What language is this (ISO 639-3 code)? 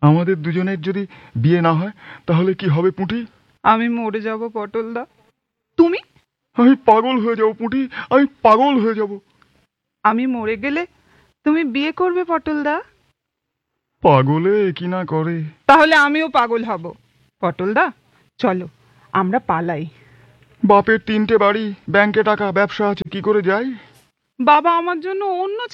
ben